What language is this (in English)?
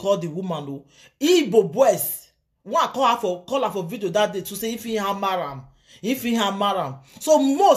Nigerian Pidgin